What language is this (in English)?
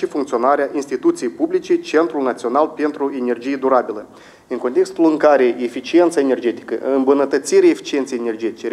Romanian